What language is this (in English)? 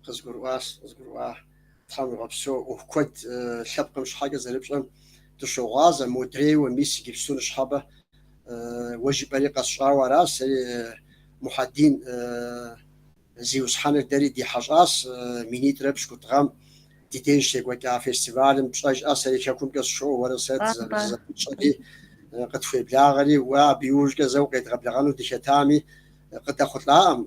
Kabardian